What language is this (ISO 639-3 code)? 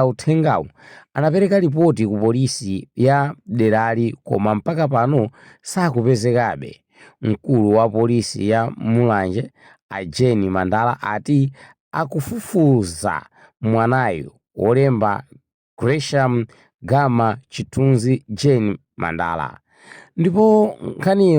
nya